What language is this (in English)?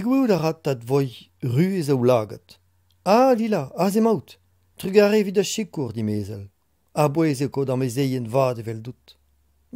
Breton